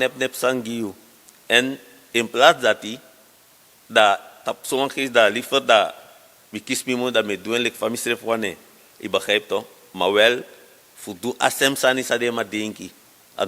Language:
Sranan Tongo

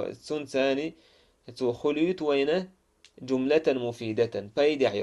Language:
Chechen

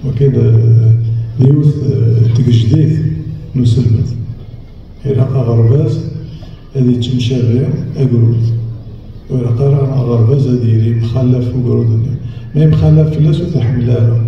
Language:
Kabyle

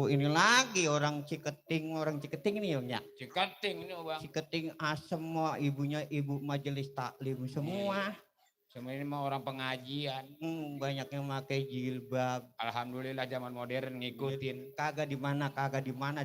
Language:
Betawi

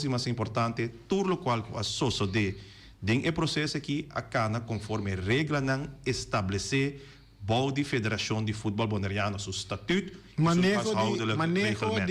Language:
Papiamento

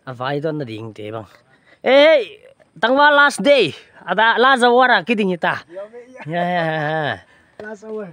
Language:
Paite Chin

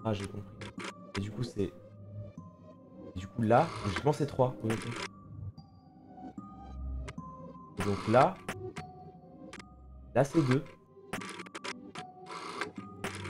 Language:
French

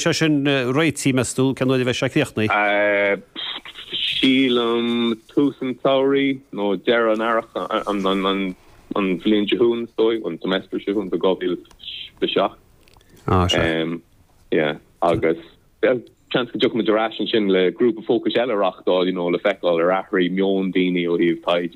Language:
Irish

